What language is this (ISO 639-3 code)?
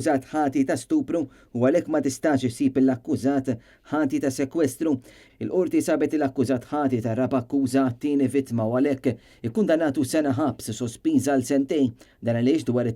mlt